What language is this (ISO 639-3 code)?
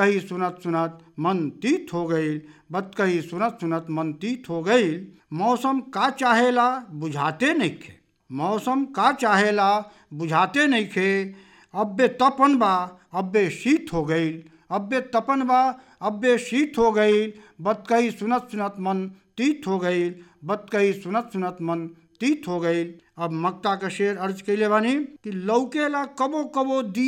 bho